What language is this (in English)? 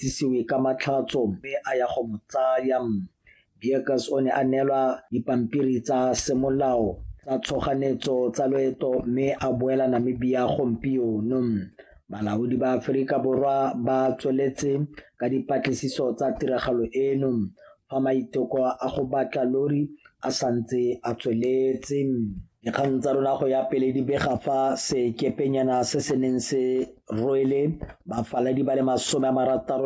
Tswana